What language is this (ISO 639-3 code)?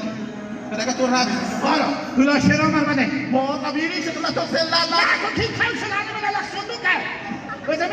haz